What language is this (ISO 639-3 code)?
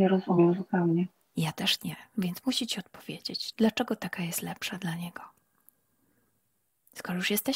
pol